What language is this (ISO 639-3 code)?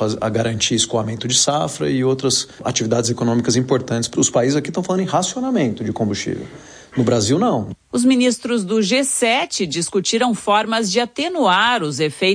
por